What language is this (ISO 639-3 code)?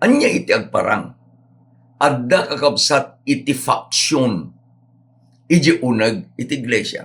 ilo